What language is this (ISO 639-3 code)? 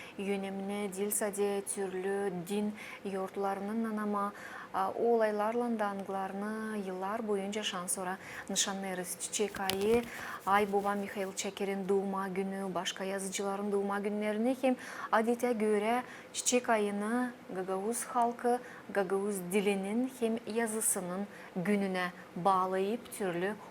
gag